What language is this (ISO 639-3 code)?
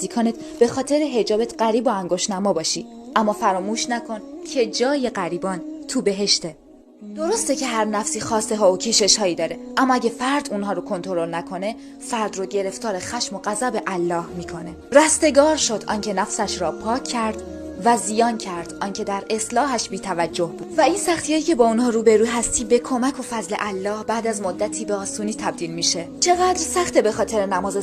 fas